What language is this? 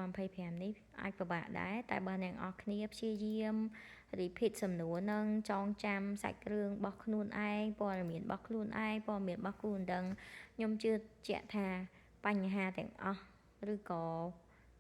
Khmer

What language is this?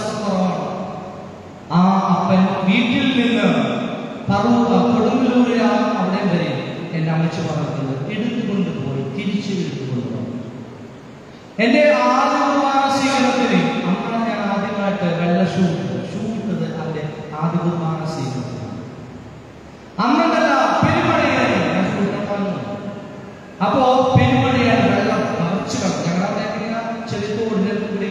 Malayalam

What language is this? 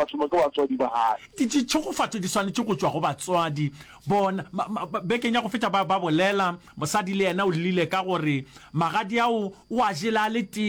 Northern Sotho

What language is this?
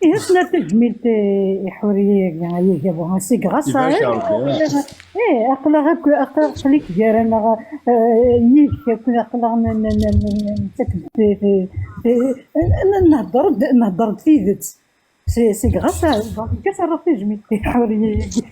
Kabyle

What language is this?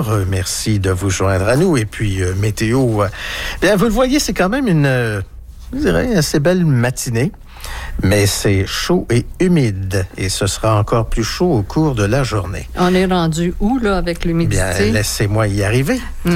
French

